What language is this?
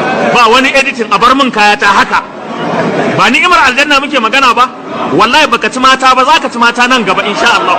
Hausa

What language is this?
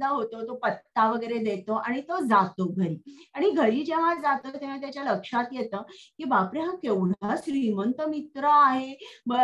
Marathi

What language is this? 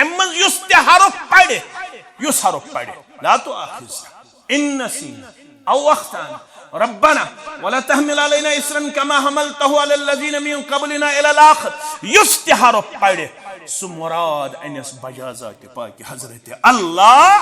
Kashmiri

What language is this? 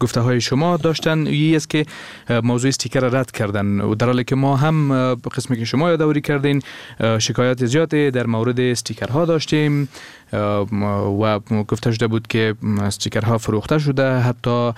Persian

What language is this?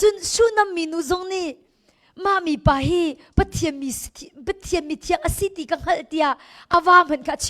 Hakha Chin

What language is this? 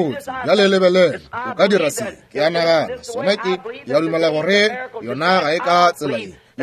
Northern Sotho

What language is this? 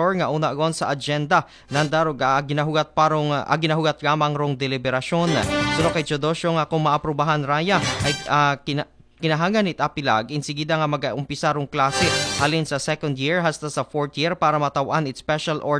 Aklanon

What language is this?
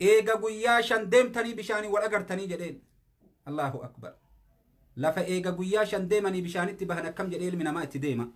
Oromo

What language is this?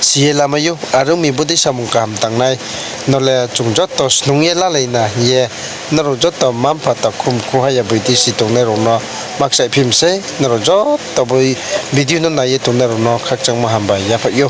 Riang (India)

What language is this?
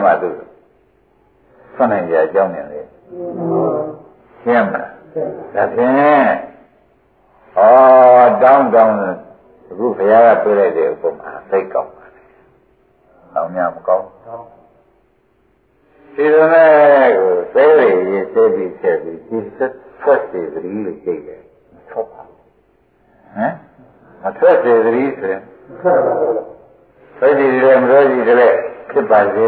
Burmese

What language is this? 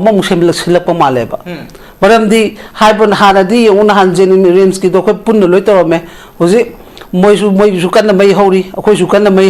Manipuri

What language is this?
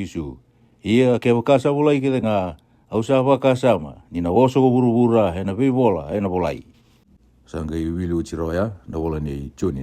Fijian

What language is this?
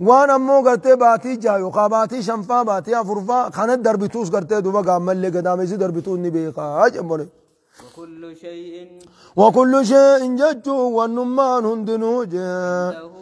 Oromo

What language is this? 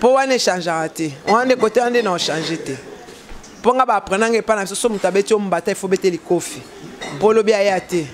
Lingala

